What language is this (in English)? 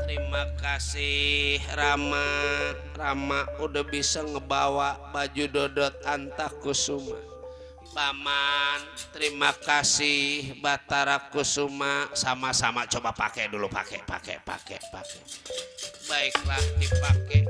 Betawi